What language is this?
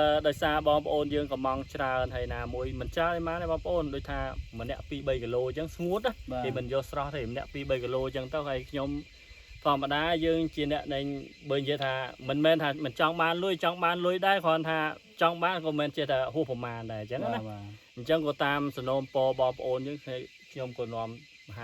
Khmer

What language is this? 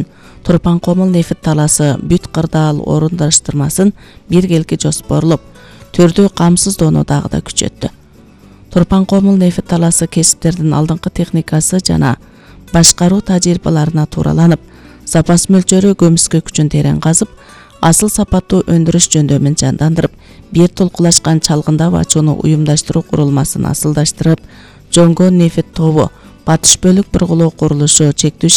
Kyrgyz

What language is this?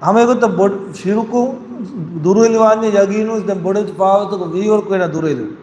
Divehi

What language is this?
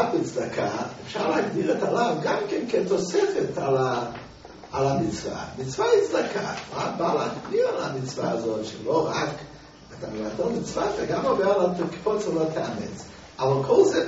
Hebrew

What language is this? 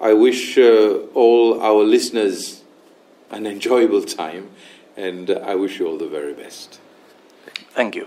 Seselwa Creole French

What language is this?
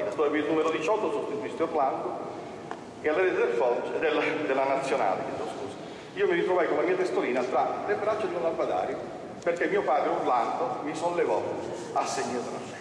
Italian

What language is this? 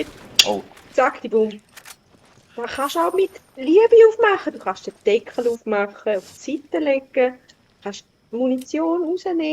Swiss German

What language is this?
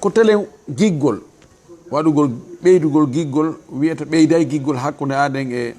Fula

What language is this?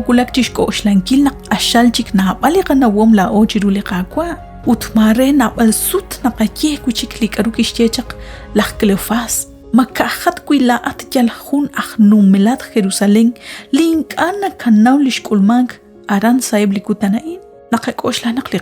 Kekchí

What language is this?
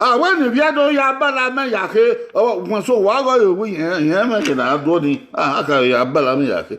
Bini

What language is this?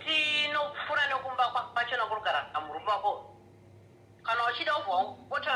Shona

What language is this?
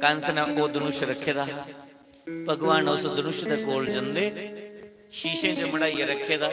Dogri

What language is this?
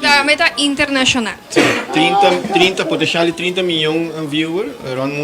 Papiamento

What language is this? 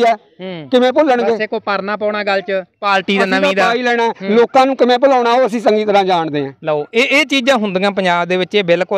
Punjabi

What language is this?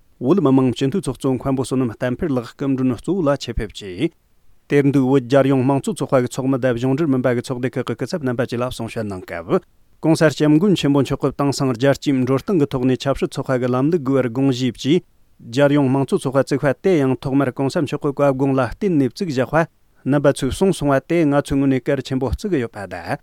Tibetan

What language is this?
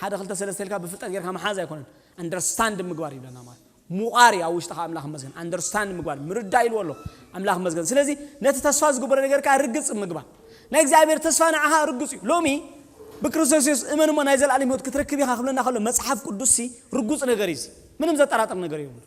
Tigrinya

